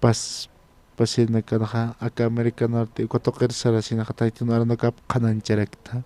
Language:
Aymara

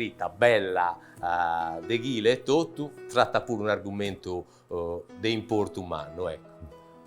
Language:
Sardinian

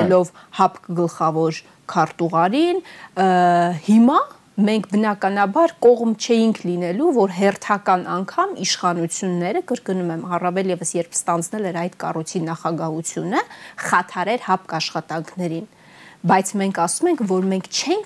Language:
Armenian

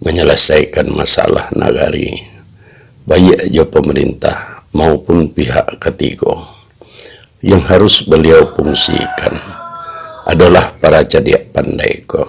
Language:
Minangkabau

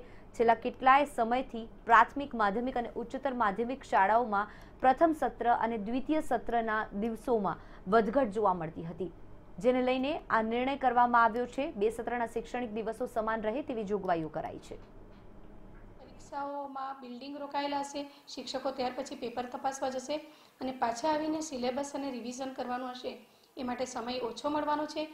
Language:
Gujarati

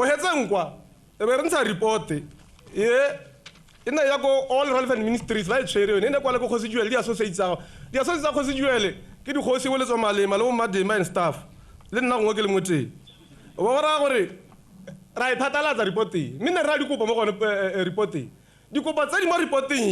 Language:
Tswana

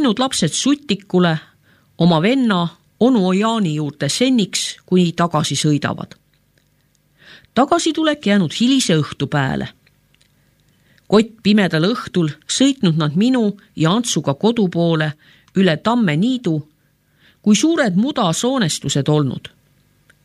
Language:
Estonian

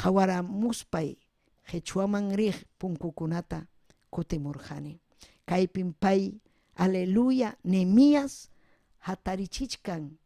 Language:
Ayacucho Quechua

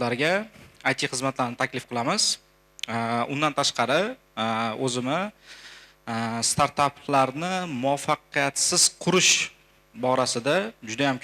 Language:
Uzbek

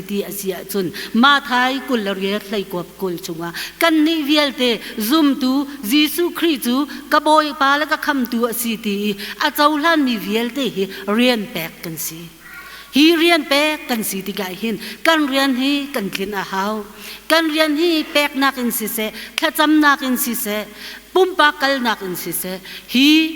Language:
Hakha Chin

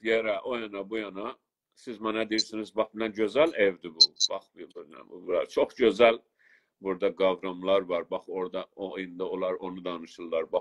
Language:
South Azerbaijani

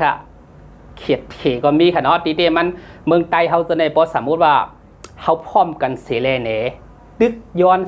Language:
Shan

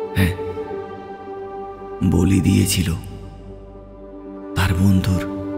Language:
Bangla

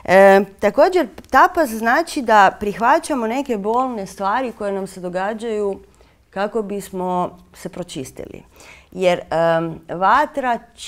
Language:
Croatian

